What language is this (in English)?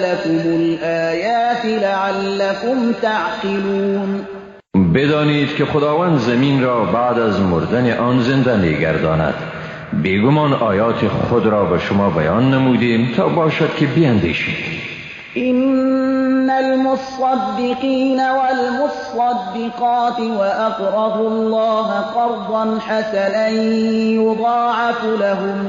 Persian